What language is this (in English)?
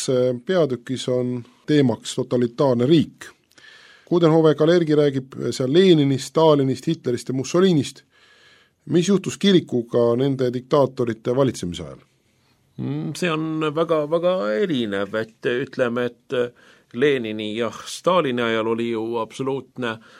Estonian